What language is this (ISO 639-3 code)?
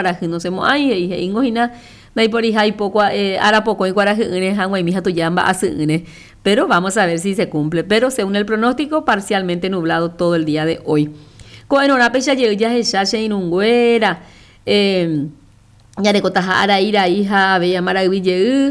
grn